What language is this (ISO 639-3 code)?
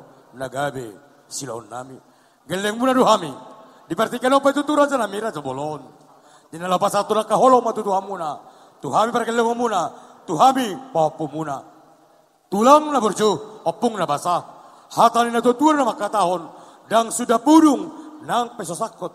bbc